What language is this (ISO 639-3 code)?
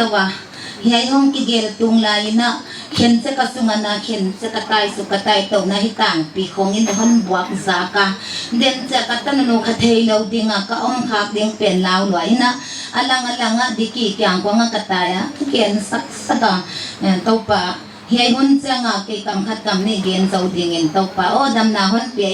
pck